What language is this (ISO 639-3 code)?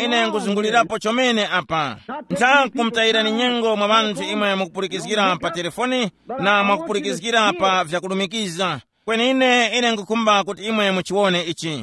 tum